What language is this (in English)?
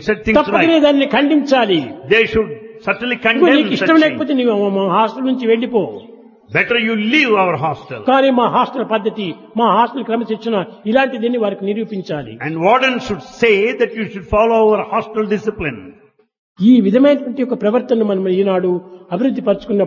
Telugu